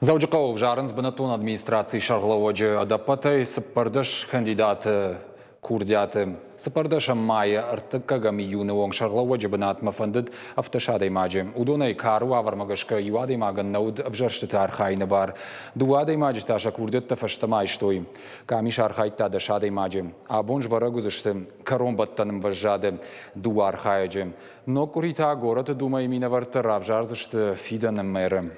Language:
Ossetic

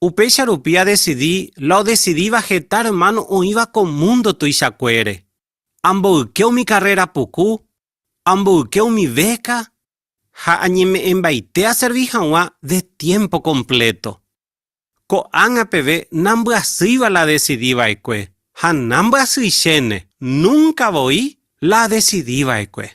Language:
Guarani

